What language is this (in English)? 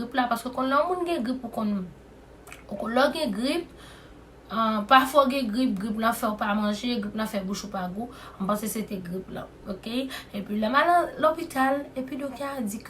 Haitian Creole